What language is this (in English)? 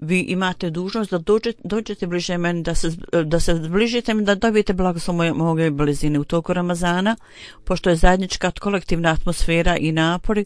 Bosnian